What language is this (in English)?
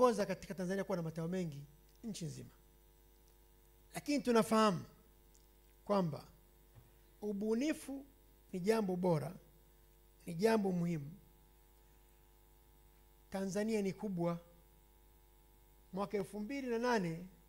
Swahili